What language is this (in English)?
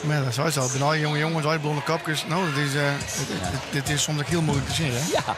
Western Frisian